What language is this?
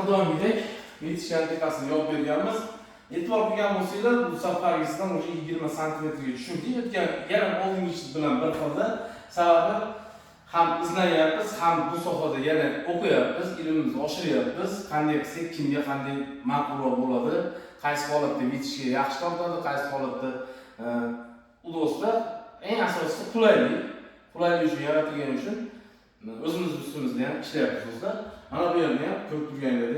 Uzbek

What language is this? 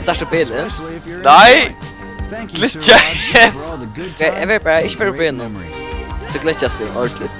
Faroese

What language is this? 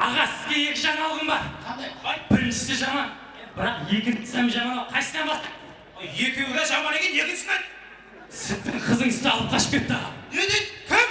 Kara-Kalpak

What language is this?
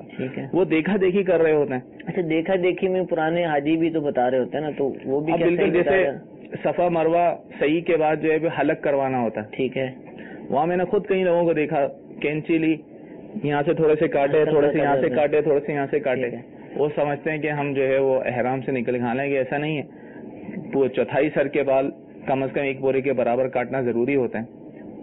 Urdu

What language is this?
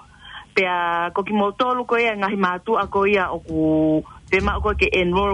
Tongan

